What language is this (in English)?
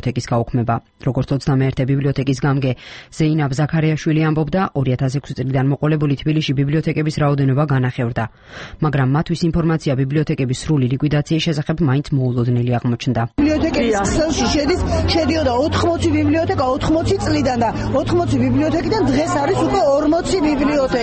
Georgian